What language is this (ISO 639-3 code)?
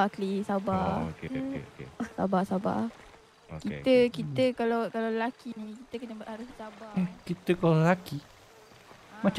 msa